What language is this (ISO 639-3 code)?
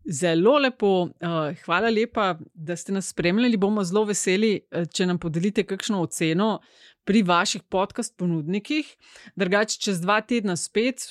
slv